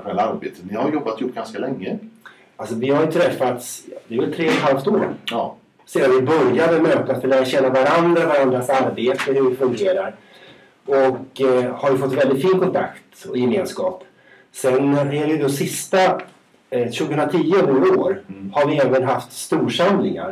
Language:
Swedish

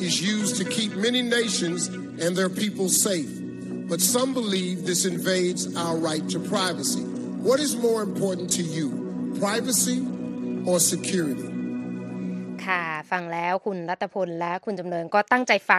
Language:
Thai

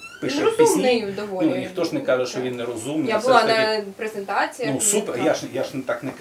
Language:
Ukrainian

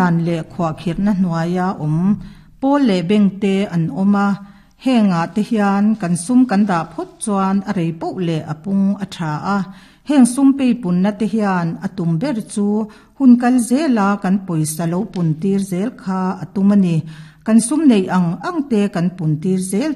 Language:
Mizo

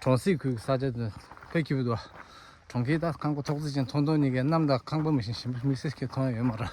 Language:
Tibetan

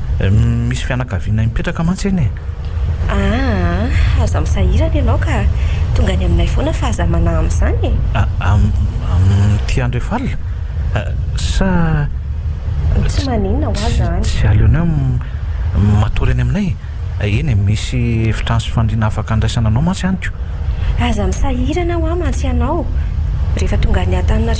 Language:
Malagasy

